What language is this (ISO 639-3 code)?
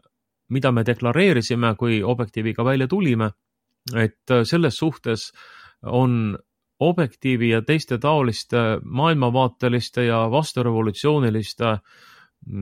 est